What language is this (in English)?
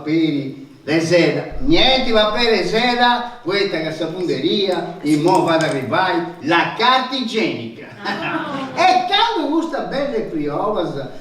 Sardinian